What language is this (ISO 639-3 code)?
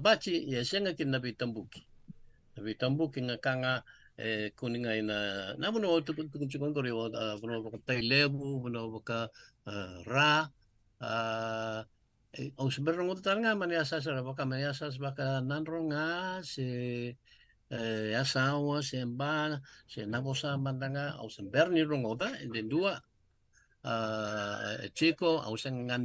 fij